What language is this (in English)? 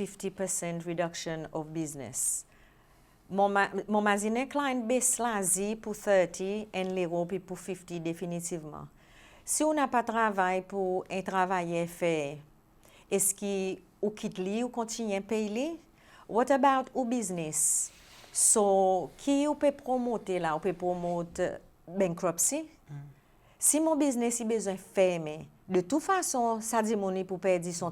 Seselwa Creole French